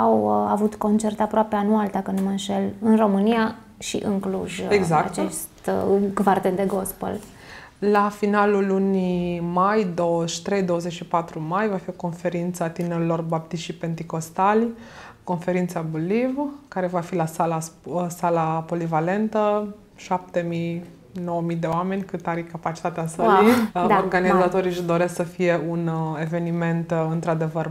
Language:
Romanian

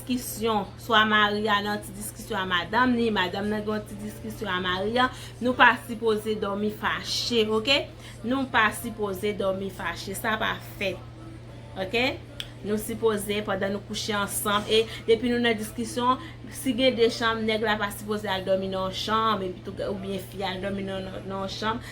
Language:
Haitian Creole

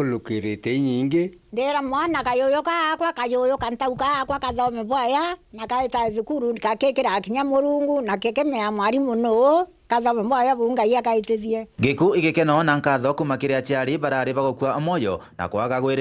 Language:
Meru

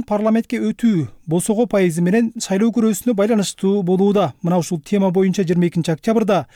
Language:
Kyrgyz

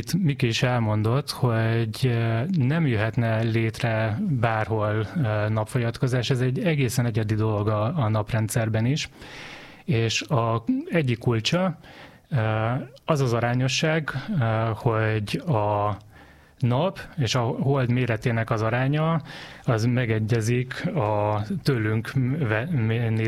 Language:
Hungarian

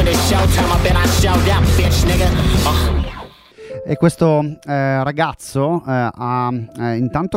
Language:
Italian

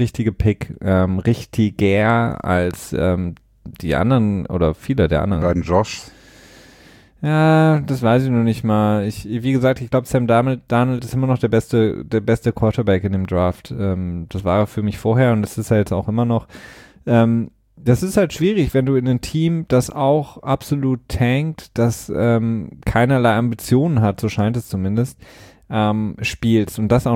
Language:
German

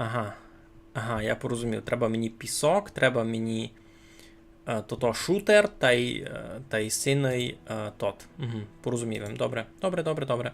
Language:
Rusyn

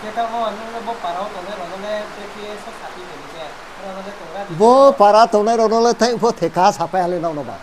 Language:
Riang (India)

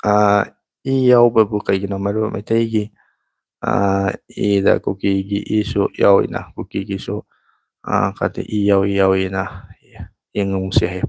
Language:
Manipuri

